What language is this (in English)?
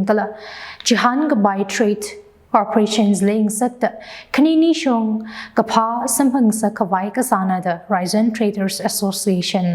Tangkhul Naga (India)